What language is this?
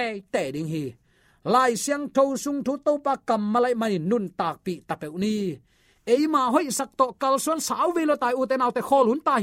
Tedim Chin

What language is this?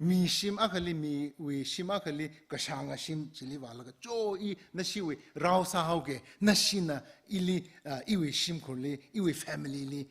Tangkhul Naga (India)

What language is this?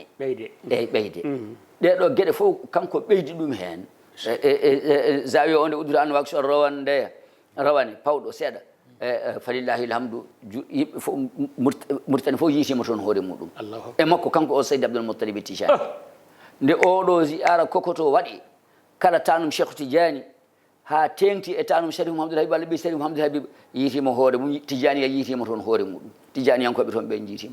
Fula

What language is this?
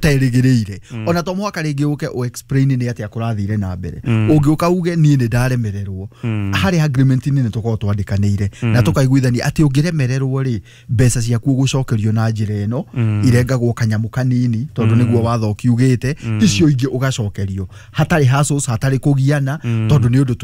Kikuyu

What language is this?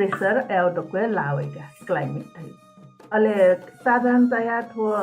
Newari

